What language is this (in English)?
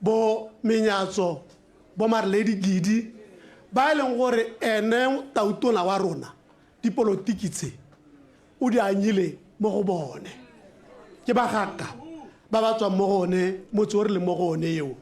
Tswana